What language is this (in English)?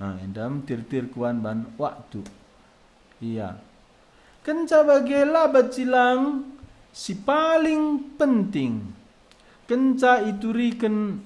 Batak Karo